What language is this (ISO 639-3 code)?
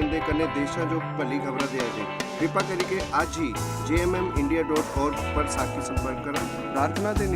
doi